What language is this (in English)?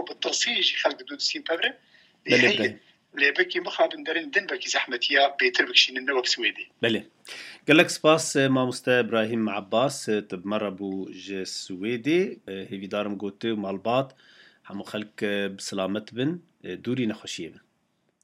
Kurdish